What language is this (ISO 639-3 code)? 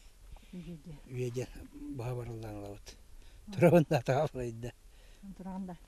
sah